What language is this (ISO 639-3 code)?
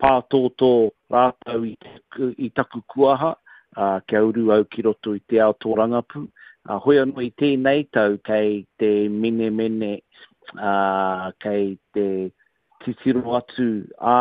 mri